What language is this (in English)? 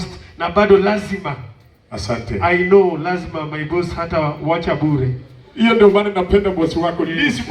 Luo (Kenya and Tanzania)